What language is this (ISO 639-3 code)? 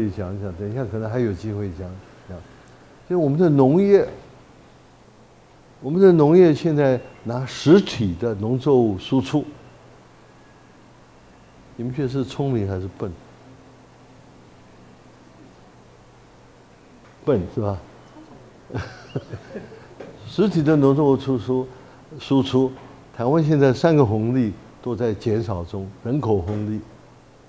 zho